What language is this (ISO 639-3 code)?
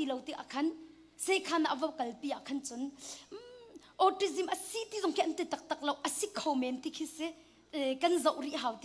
cnh